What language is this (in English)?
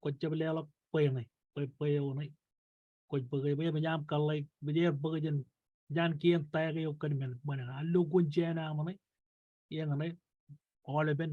Marshallese